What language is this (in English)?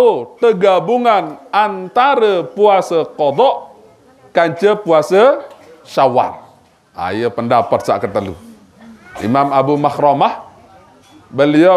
Sasak